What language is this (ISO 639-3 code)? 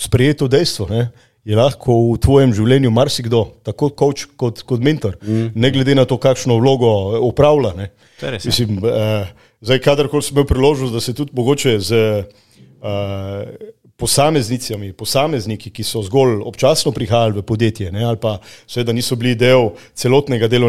slv